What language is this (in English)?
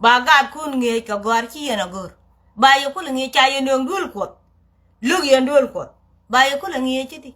Nuer